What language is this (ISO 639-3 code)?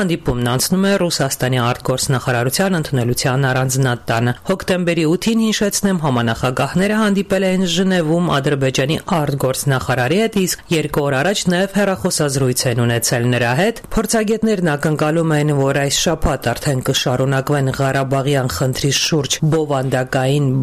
hye